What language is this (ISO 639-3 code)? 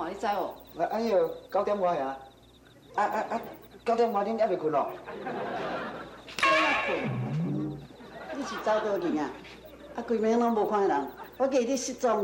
nan